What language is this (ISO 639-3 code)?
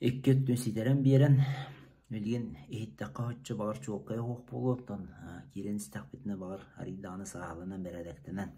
sah